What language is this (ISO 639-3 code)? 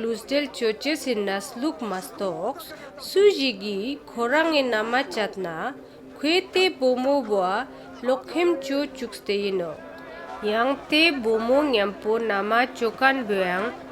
lbj